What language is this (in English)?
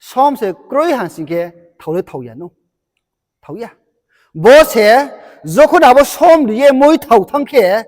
Riang (India)